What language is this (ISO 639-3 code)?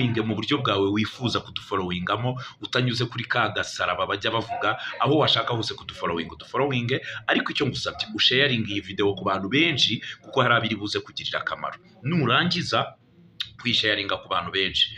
kin